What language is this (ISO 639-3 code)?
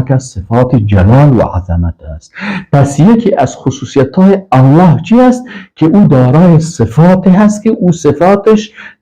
fas